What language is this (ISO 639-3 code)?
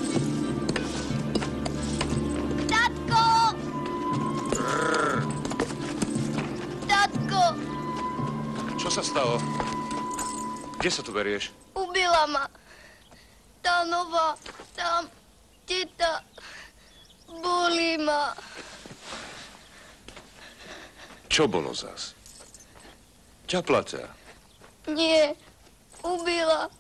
slk